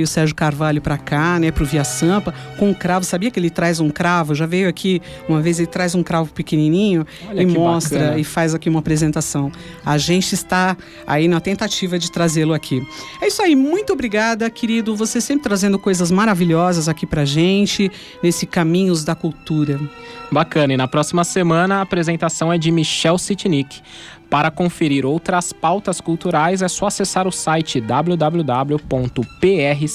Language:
Portuguese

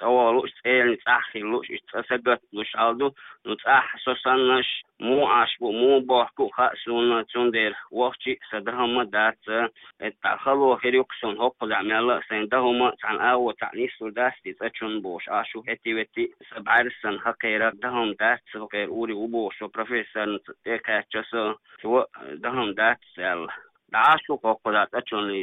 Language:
Chechen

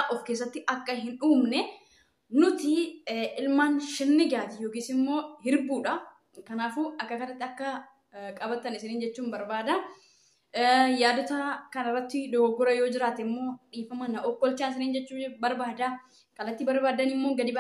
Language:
Oromo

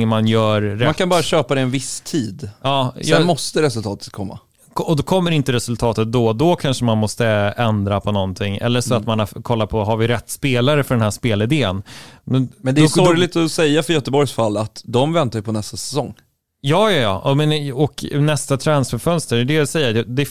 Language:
Swedish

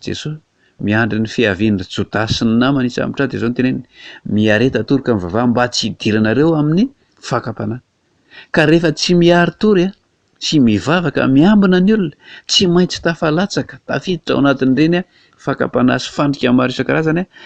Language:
Malagasy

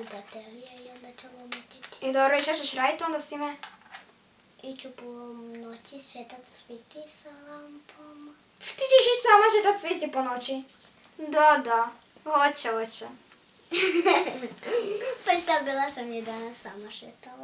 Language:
Croatian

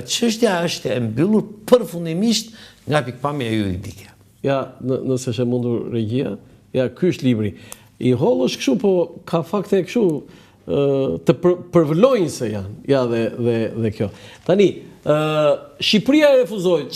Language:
Albanian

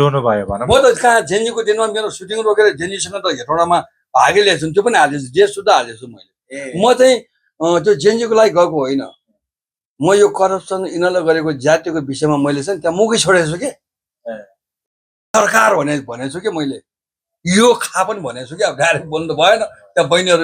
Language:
Nepali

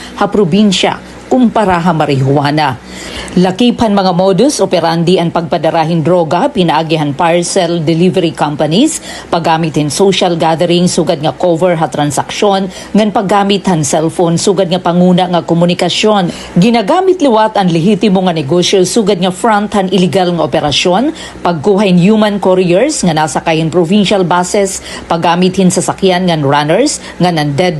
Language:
Waray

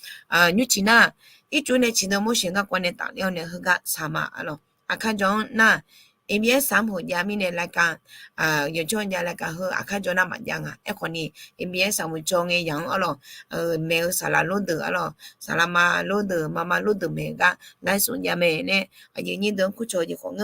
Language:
Akha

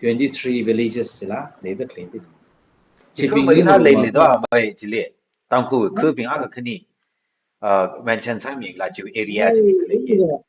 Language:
Tangkhul Naga (India)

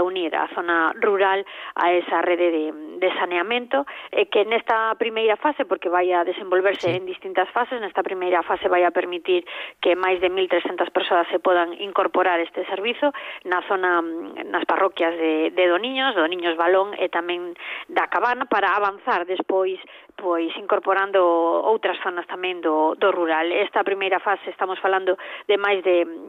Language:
Galician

